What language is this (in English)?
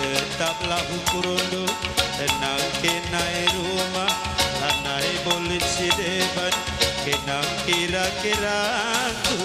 Batak Karo